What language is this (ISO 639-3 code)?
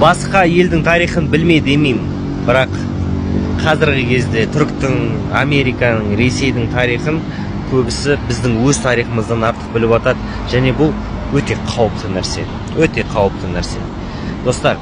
kaz